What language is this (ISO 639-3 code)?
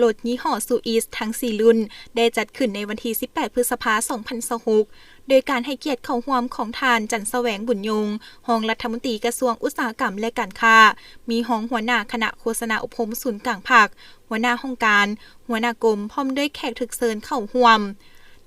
lao